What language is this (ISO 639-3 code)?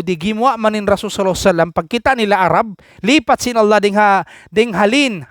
tsg